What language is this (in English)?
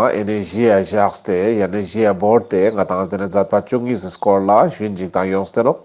Ladakhi